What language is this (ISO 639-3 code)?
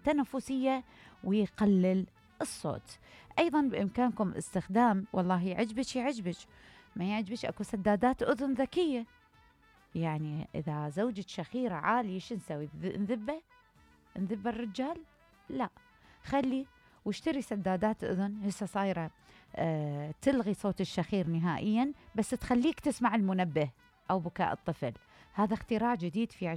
acm